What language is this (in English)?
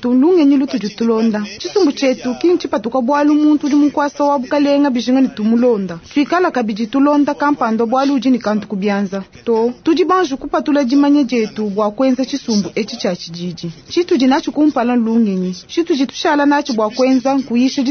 Luba-Lulua